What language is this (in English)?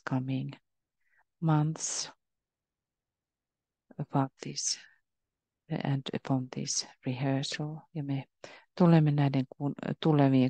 Finnish